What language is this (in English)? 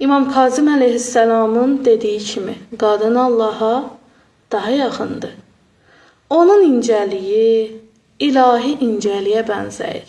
Azerbaijani